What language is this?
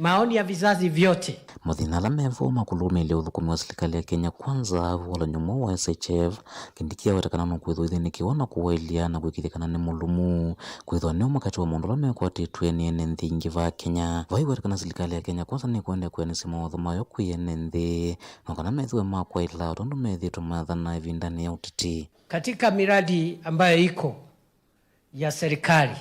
Kamba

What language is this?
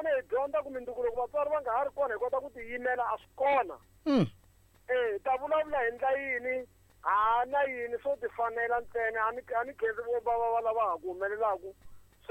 Tsonga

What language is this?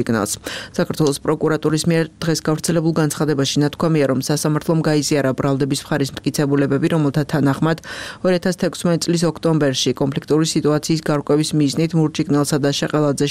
Georgian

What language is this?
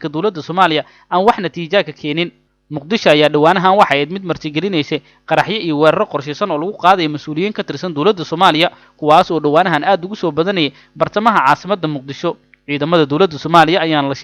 Somali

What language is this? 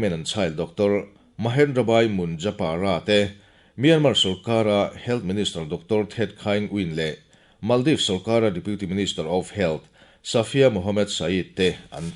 Mizo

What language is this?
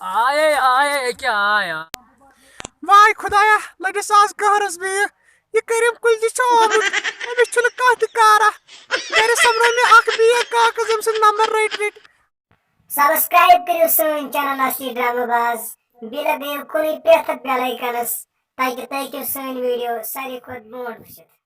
Kashmiri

